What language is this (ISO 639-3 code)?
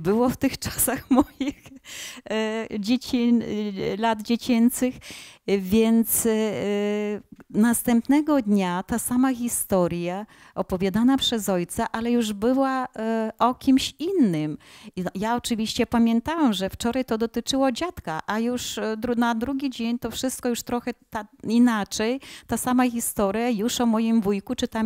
pol